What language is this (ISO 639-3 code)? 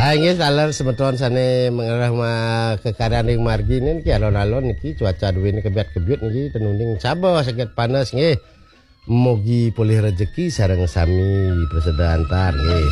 ban